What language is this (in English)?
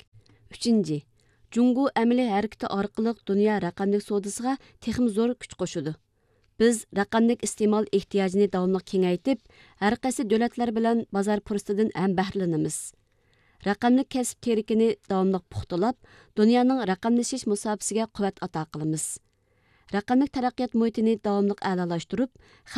Uyghur